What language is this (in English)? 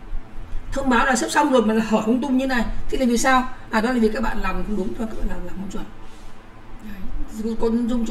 Vietnamese